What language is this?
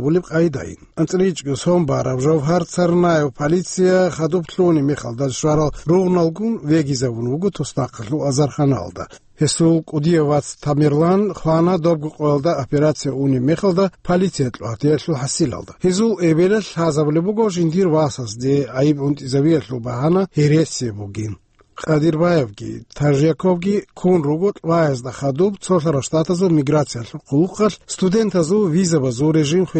Avaric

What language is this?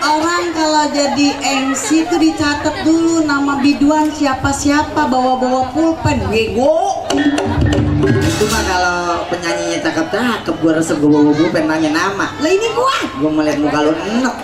Betawi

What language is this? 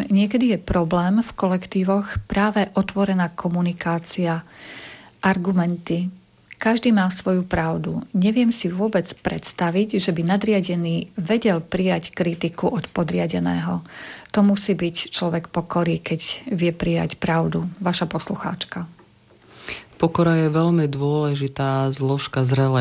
Slovak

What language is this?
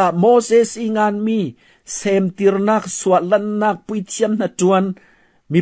Falam Chin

